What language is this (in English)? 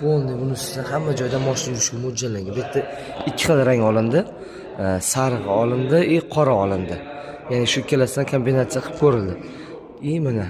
Uzbek